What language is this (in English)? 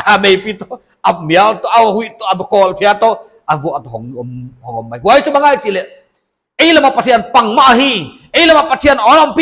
Paite Chin